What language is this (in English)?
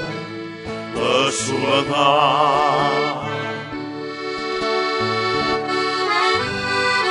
Catalan